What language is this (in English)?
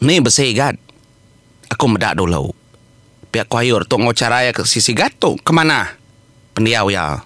Iban